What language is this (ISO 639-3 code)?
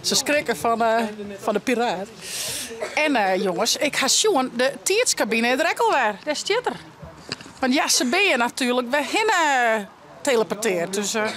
fry